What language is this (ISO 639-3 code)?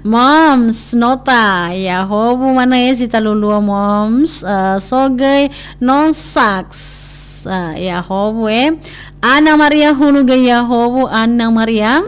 nia